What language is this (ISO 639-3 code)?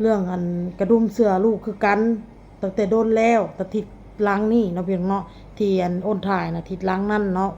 tts